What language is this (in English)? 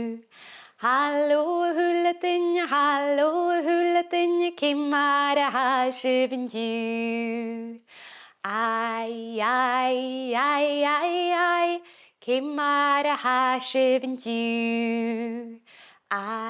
Scottish Gaelic